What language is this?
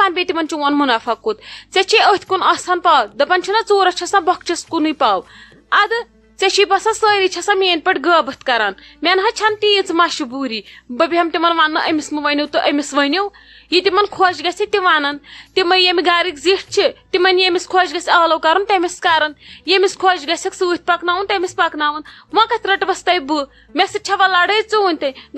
Kashmiri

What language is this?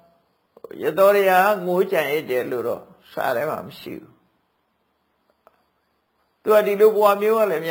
Burmese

